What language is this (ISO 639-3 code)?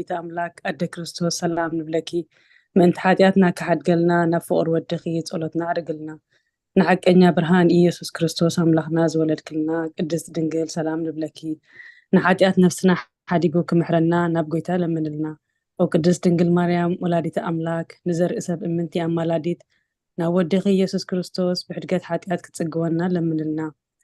tir